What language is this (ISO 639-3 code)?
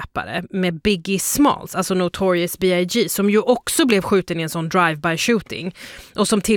swe